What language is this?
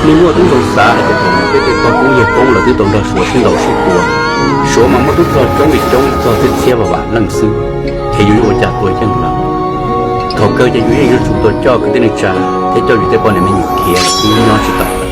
Hmong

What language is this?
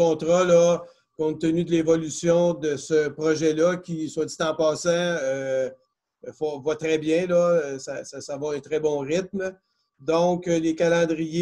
French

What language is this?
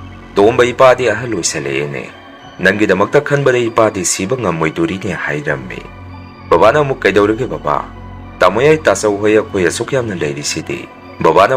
Manipuri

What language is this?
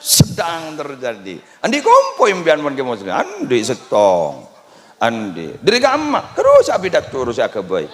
Madurese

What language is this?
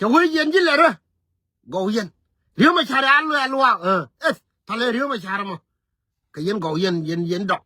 Nuer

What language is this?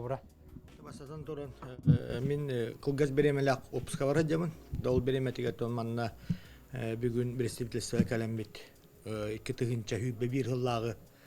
Yakut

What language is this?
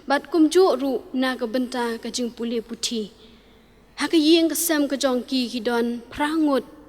Khasi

